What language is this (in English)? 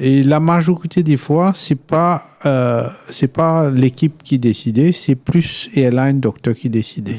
Morisyen